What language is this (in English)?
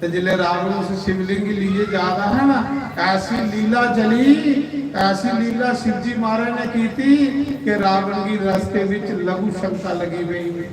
Dogri